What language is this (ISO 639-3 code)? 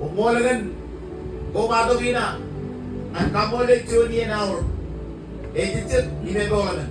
mah